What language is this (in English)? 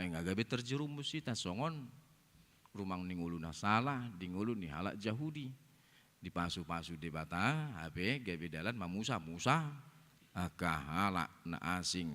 Batak Toba